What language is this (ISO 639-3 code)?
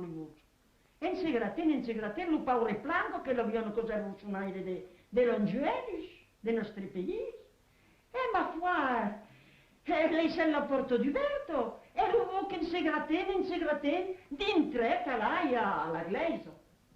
oci